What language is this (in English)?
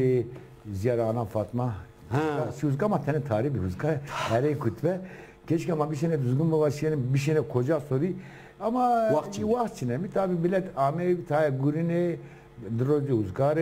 Zaza